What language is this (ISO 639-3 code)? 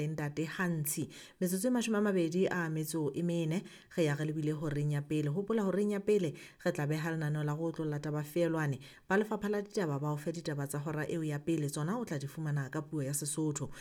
sot